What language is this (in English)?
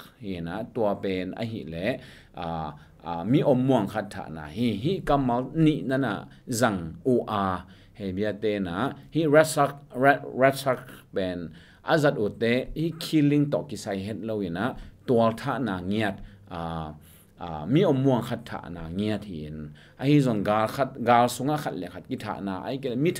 Tedim Chin